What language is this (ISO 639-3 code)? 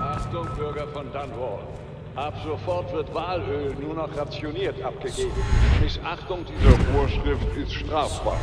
bar